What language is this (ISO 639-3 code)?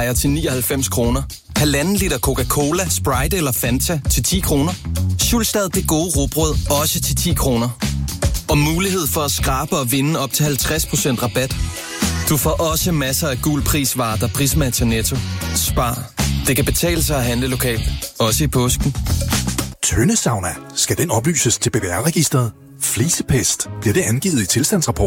dan